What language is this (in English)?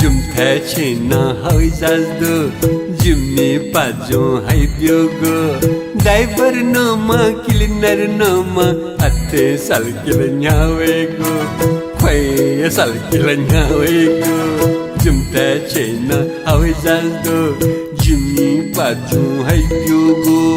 Newari